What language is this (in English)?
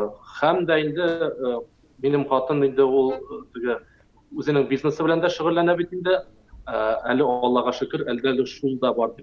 Tatar